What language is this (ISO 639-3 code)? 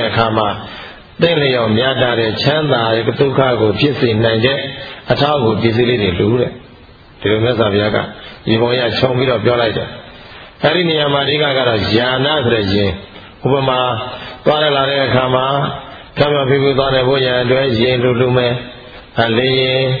mya